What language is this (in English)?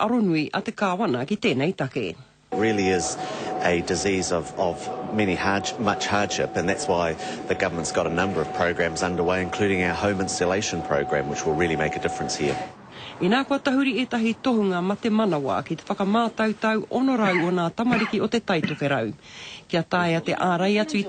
Māori